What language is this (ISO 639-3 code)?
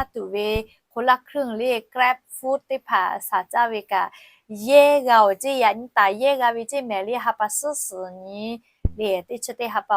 lhu